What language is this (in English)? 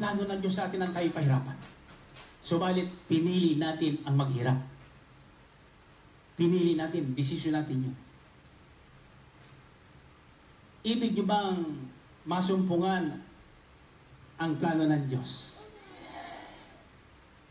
Filipino